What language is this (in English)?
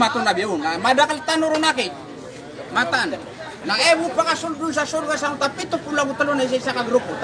Maranao